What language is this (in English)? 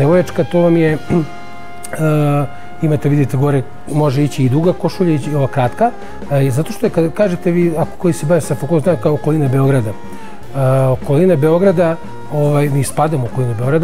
Serbian